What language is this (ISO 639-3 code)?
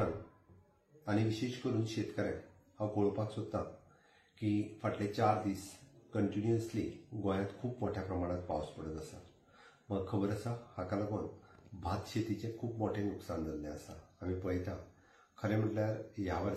kok